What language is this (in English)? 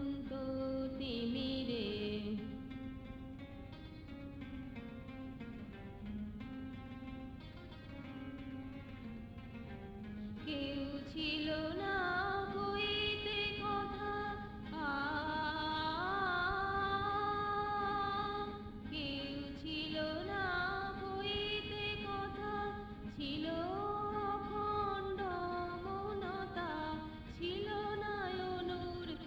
Bangla